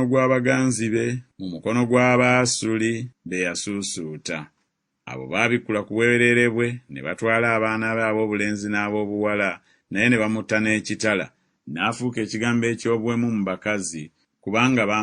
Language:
Ganda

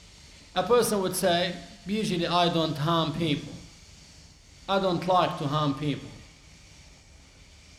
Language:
English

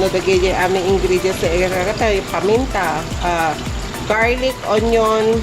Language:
Iloko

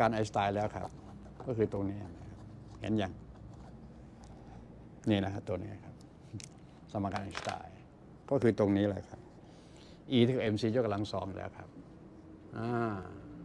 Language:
Thai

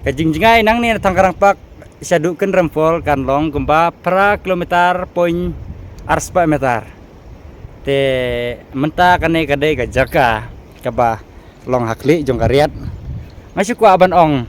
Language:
Khasi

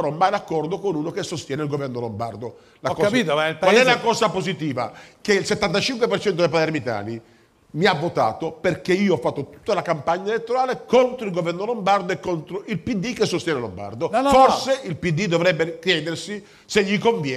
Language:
Italian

